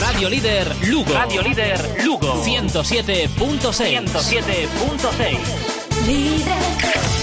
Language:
Galician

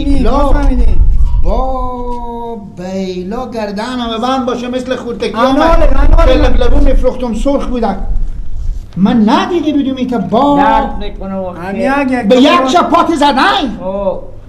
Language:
Persian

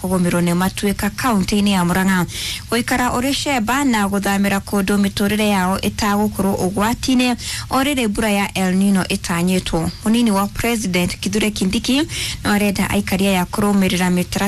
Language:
Kikuyu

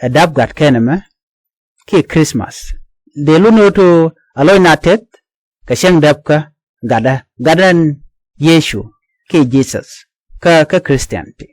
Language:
Nuer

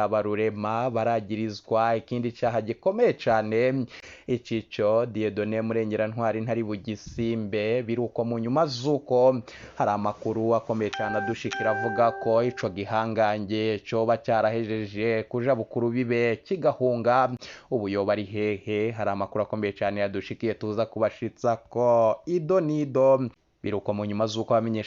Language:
Rundi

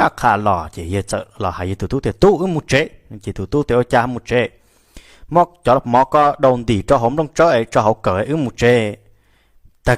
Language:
Hmong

